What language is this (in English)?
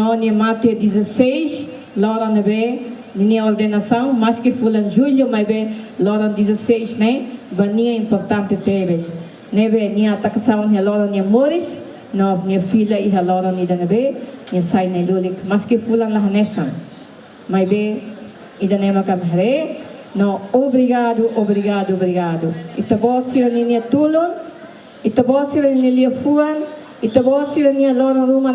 Tetum